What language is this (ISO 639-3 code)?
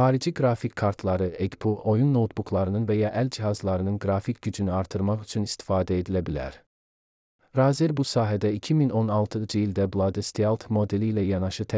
aze